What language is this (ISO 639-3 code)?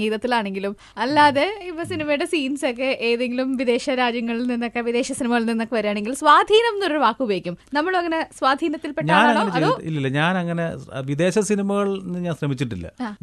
mal